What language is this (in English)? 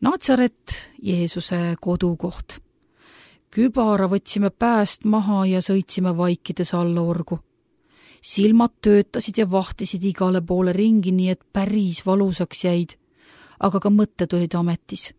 Estonian